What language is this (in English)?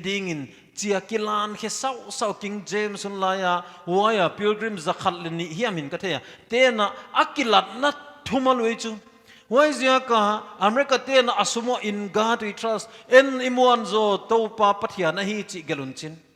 Paite Chin